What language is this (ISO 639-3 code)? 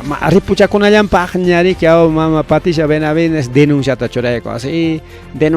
quy